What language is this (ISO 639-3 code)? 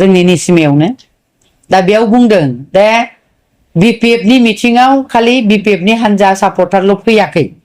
brx